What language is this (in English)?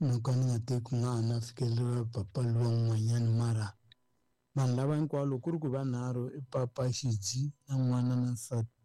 Tsonga